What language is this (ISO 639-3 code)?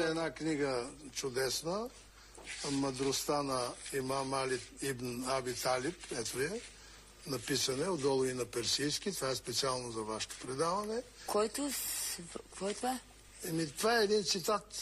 bul